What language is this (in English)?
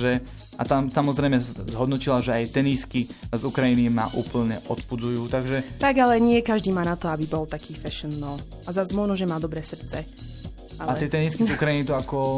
Slovak